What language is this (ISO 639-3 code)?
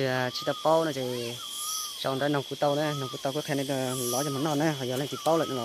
hmn